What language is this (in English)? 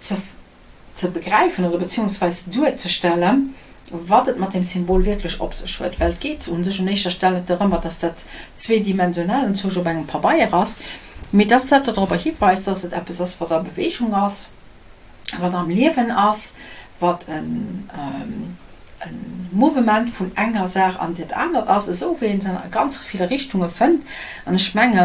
Luxembourgish